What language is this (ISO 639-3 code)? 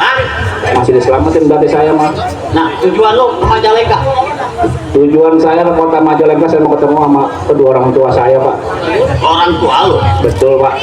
bew